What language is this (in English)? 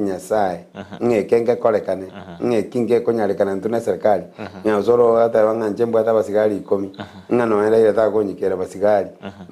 Gusii